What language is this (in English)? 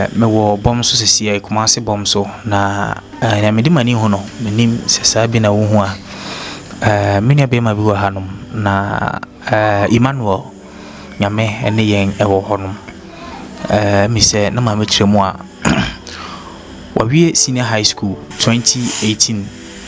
Akan